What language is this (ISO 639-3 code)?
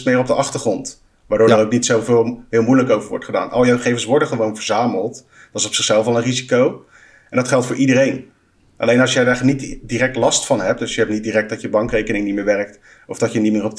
nld